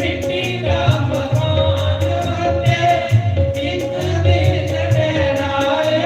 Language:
Dogri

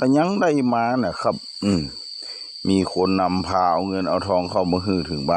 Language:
Northeastern Thai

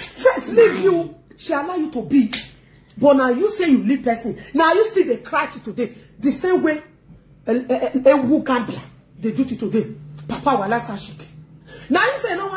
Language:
Nigerian Pidgin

